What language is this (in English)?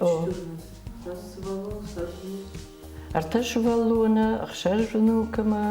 Ossetic